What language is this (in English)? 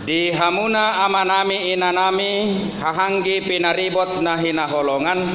Batak Toba